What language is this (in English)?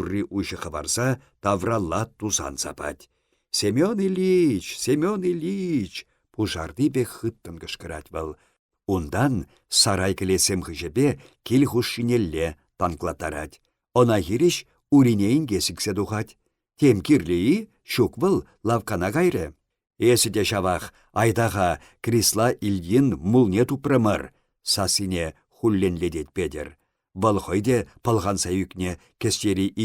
Chuvash